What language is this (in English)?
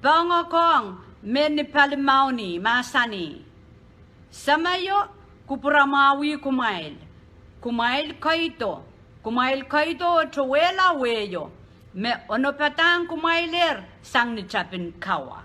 Pohnpeian